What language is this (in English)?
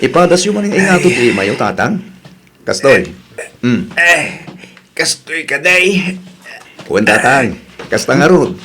Iloko